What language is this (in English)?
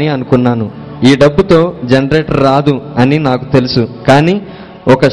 Telugu